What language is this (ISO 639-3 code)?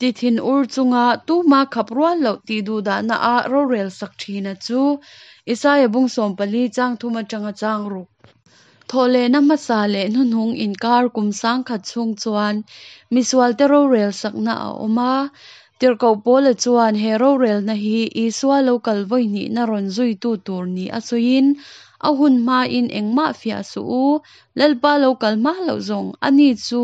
cnh